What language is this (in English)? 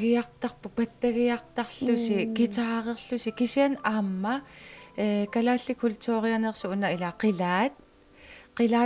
Kalaallisut